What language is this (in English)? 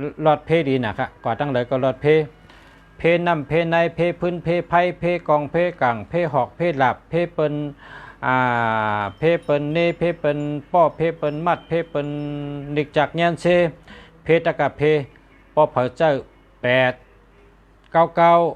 Shan